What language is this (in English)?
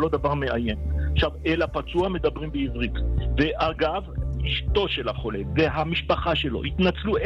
Hebrew